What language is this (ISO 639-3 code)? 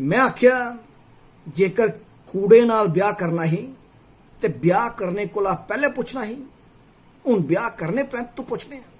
doi